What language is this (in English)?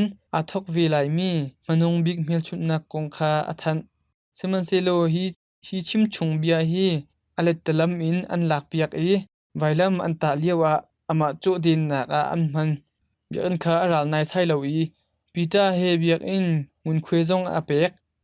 Hakha Chin